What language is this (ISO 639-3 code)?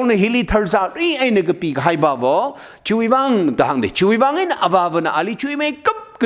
nmf